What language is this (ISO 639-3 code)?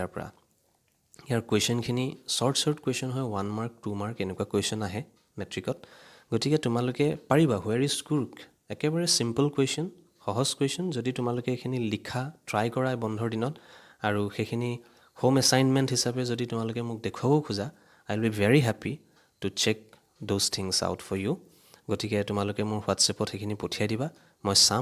asm